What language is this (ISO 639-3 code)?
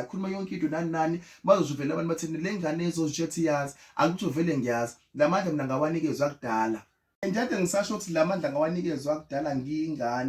zul